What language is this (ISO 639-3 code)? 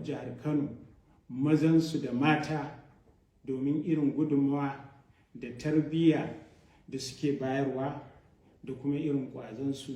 hau